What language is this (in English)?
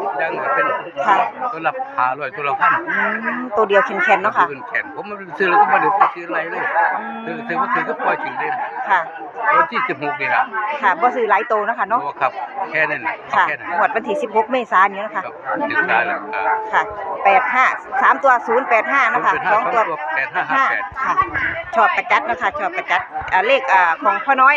Northeastern Thai